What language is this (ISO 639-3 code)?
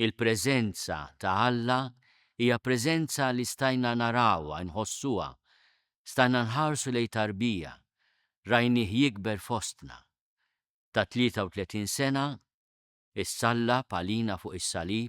mlt